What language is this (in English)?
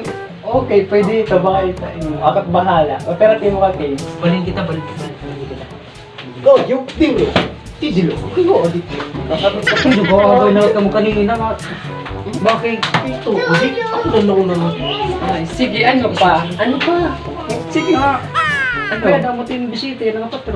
Waray